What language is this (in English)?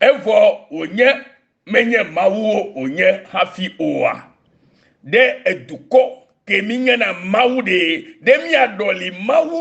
Ewe